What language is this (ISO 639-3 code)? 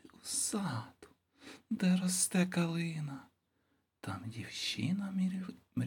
ukr